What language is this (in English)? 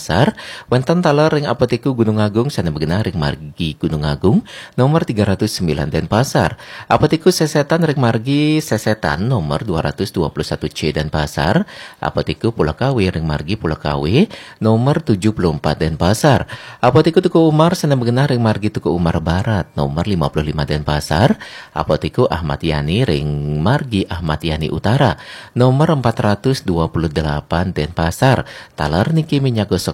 Balinese